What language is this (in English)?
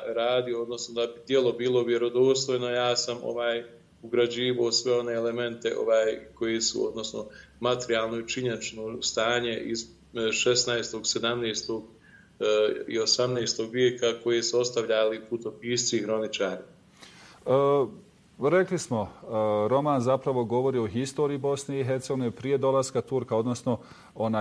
Bosnian